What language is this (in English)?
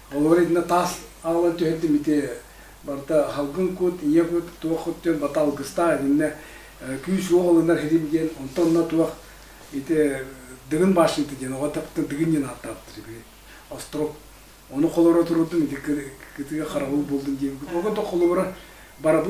Yakut